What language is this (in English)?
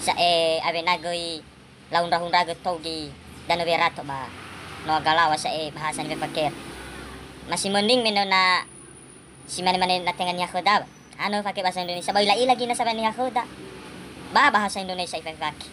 Nias